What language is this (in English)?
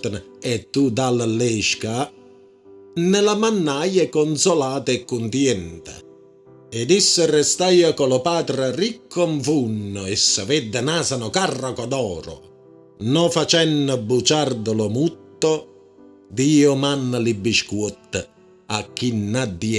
Neapolitan